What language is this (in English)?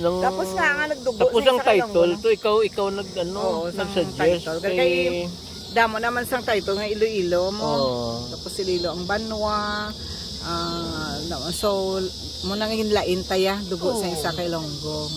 Hiligaynon